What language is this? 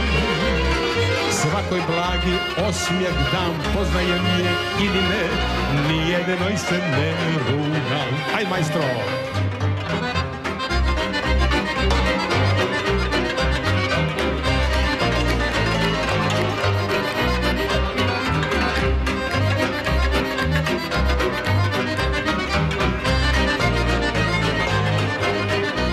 Serbian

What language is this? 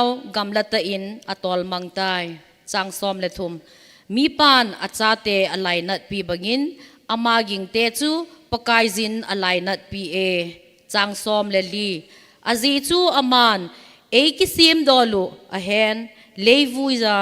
Thado Chin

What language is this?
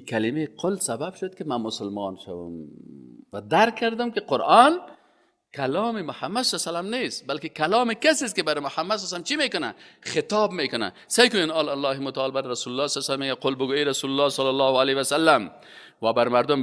Persian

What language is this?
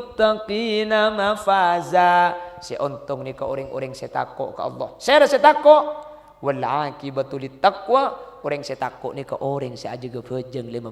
Madurese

